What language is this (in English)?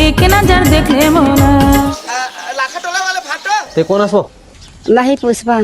Chhattisgarhi